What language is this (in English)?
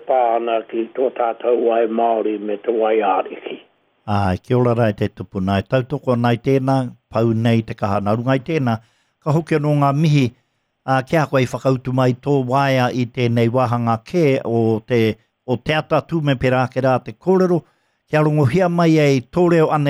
Māori